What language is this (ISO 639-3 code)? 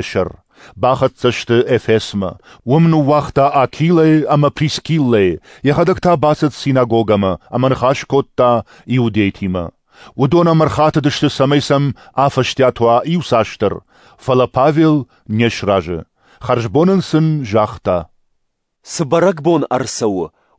oss